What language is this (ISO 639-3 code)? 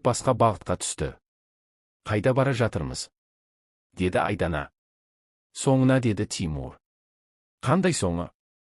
kaz